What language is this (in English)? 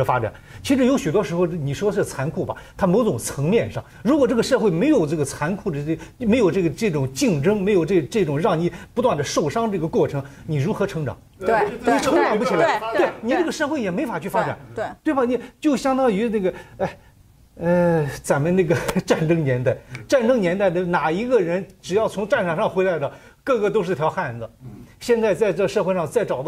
Chinese